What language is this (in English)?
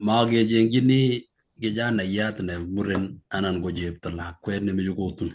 Kalenjin